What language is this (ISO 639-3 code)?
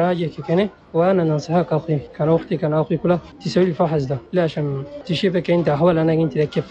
shu